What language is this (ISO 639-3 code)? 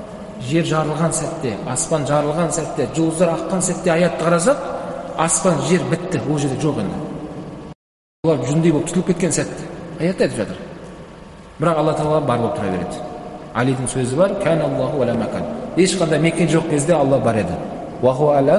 kaz